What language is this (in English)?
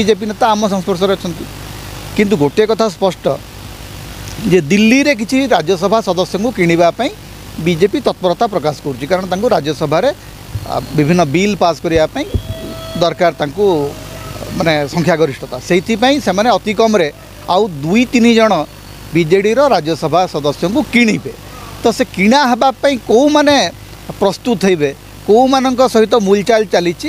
Odia